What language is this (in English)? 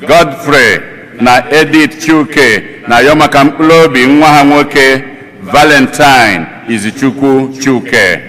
Igbo